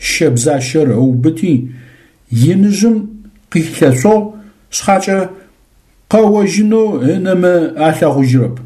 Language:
Adyghe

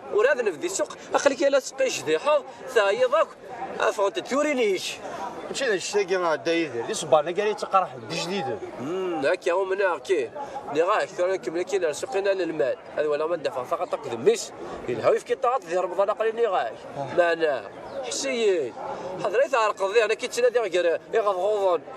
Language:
Kabyle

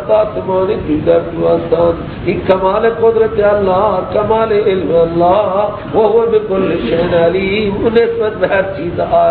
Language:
Persian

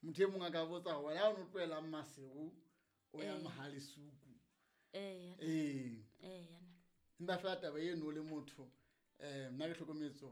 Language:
Southern Sotho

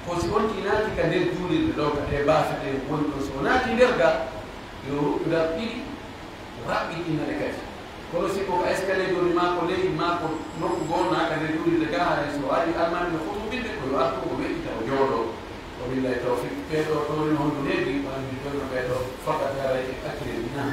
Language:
Pular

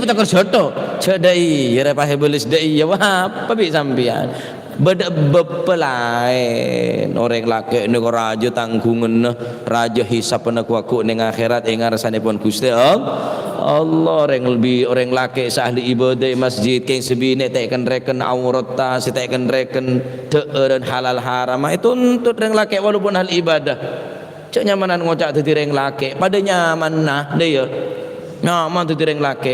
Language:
Madurese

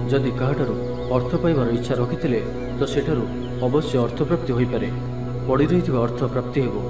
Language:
Odia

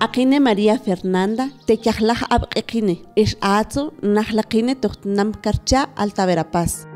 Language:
Mam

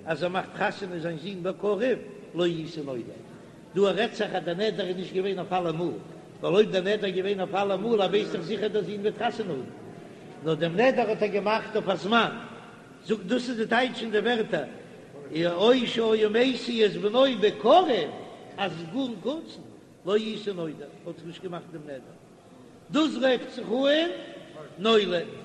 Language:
Yiddish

